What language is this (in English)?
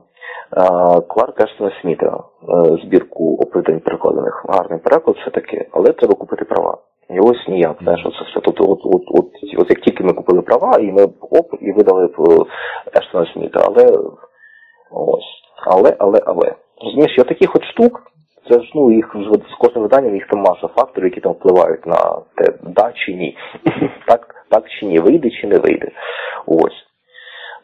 Ukrainian